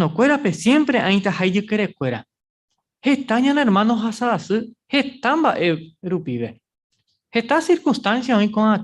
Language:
Guarani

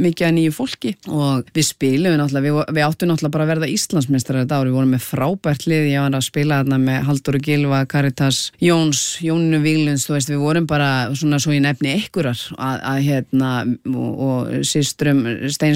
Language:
Icelandic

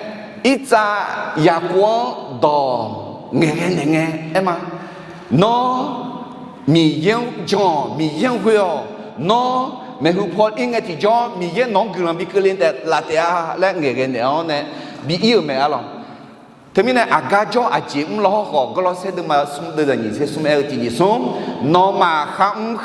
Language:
Akha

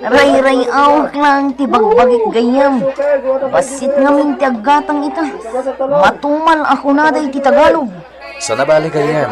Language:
Iloko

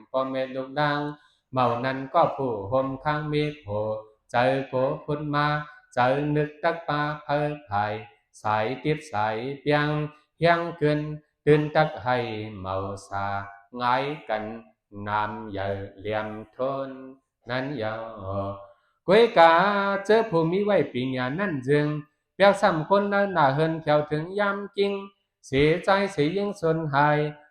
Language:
Shan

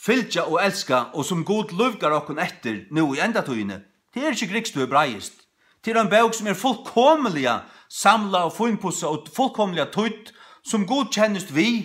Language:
Faroese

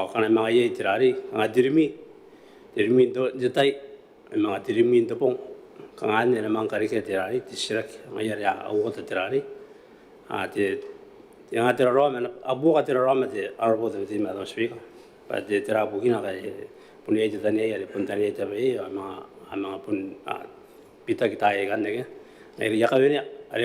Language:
Gilbertese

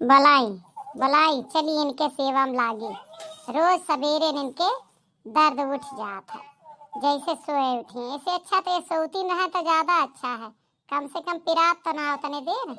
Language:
Awadhi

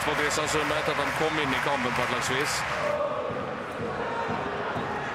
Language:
Norwegian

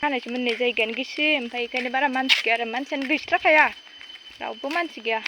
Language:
Bodo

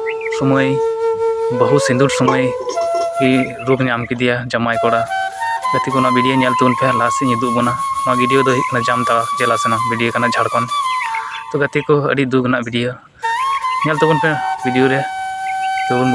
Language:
Santali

